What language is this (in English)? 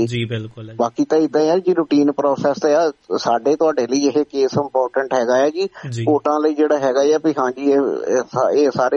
Punjabi